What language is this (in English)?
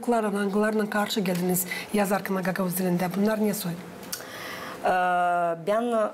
Gagauz